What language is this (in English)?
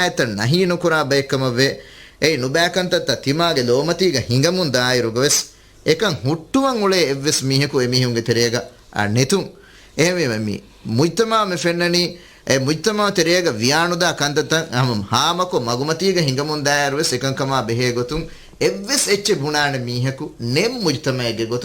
Divehi